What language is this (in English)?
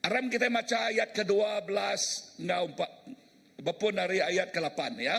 Iban